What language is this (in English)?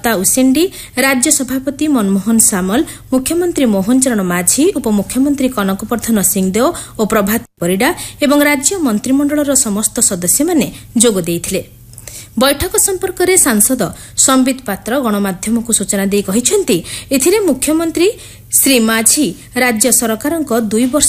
Odia